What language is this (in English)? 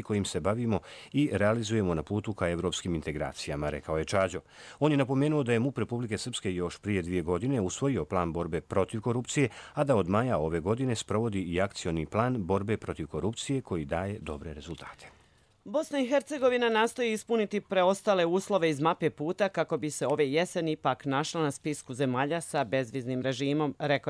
Croatian